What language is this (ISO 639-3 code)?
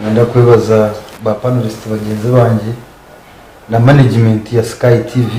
nyn